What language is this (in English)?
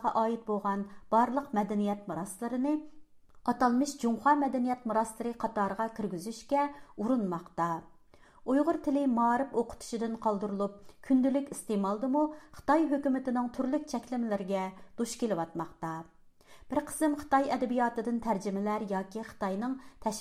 Uyghur